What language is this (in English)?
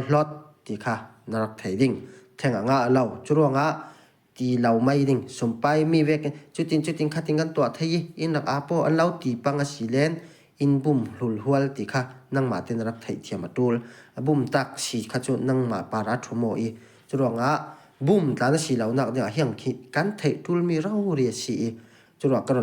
Falam Chin